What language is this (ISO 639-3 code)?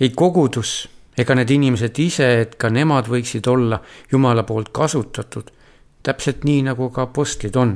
est